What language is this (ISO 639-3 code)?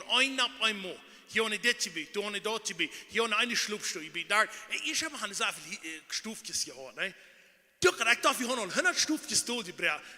pdt